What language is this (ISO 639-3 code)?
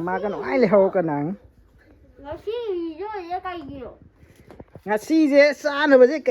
mni